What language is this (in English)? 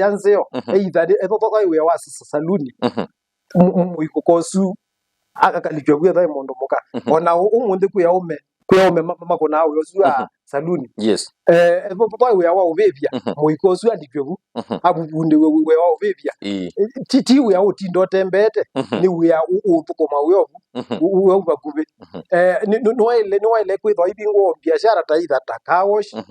Kamba